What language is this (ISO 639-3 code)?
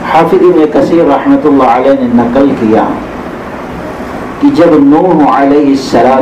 urd